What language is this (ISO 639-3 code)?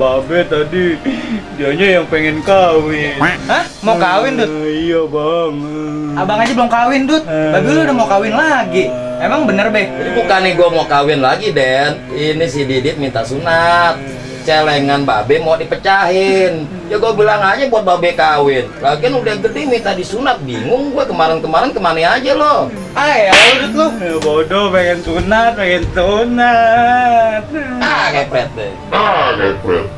bew